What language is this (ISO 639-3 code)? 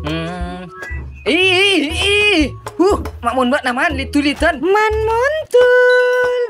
mad